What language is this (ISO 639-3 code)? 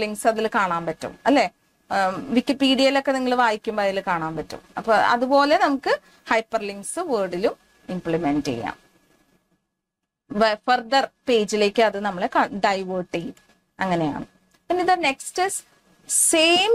mal